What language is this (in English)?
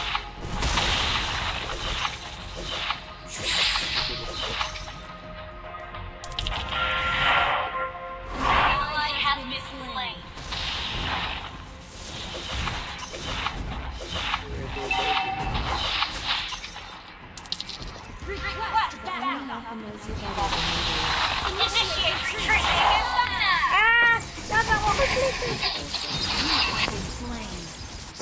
Filipino